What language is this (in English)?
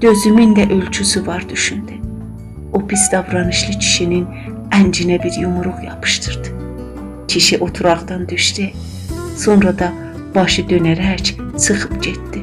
South Azerbaijani